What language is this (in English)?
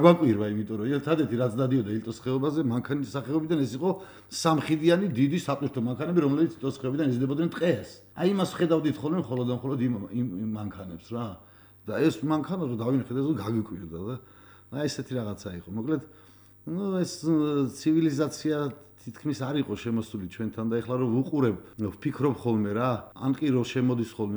Georgian